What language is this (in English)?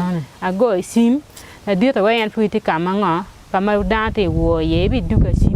Acoli